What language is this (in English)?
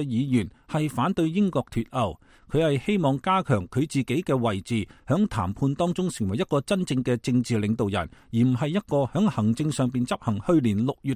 Cantonese